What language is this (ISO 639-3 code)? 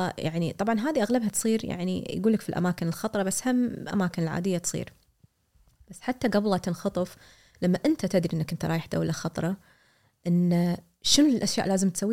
afb